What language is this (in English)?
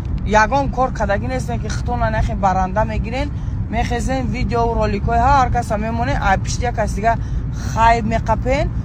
Tajik